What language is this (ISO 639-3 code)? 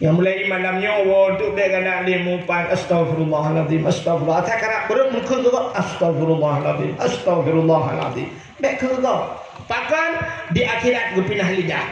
ace